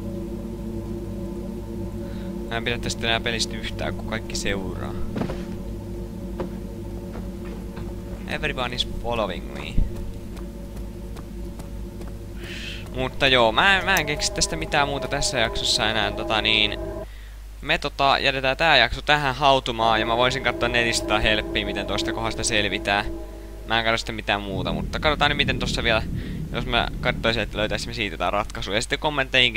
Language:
Finnish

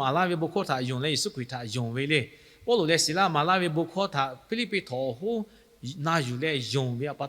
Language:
Lahu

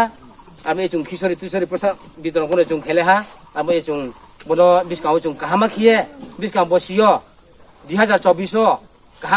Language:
Riang (India)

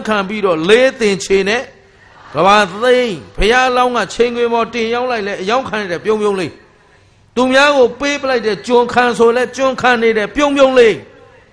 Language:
Burmese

